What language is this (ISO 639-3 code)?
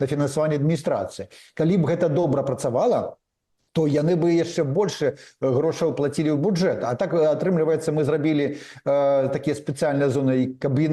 bel